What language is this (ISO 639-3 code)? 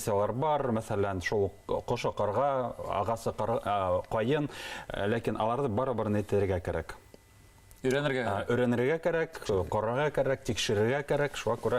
bak